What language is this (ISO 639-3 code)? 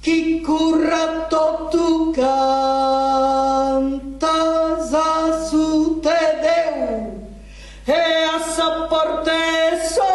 srd